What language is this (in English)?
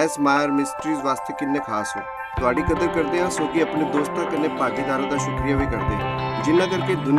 Dogri